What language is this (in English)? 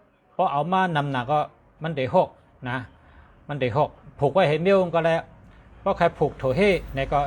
Shan